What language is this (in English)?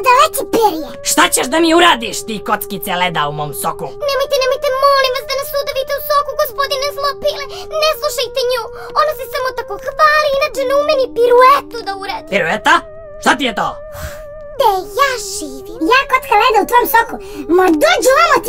Serbian